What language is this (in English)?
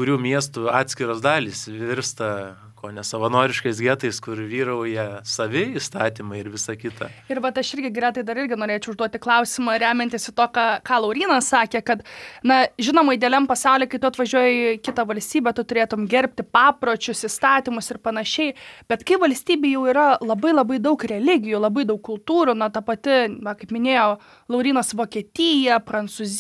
Lithuanian